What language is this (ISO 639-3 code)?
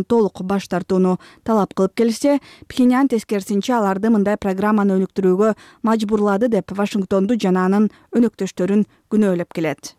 kir